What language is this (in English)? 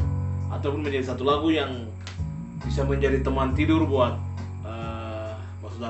Ambonese Malay